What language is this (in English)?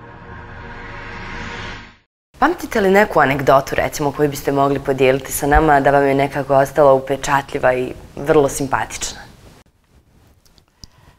Bosnian